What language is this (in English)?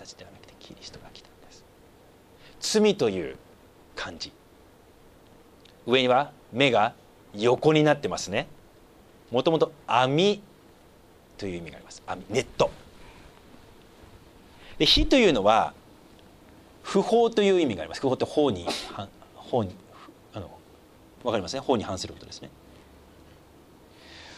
Japanese